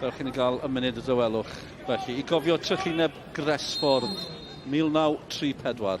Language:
Welsh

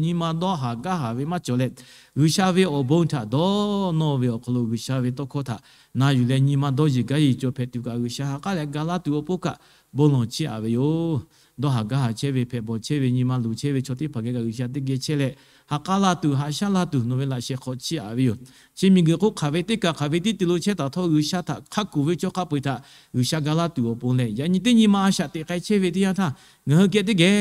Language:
Lahu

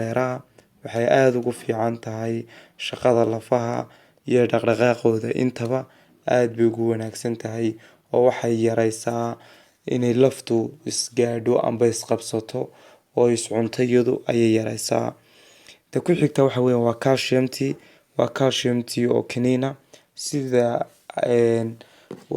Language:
Somali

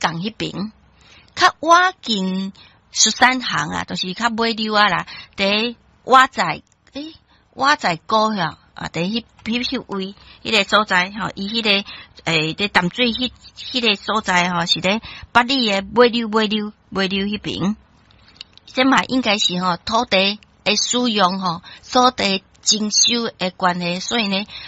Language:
Min Nan Chinese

